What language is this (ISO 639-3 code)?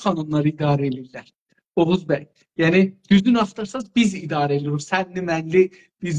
azb